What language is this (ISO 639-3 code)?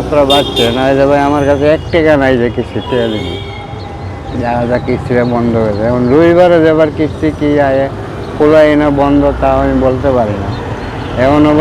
syl